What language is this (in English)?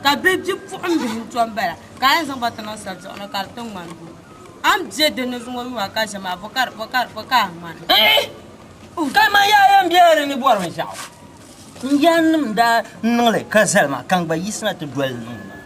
Dagbani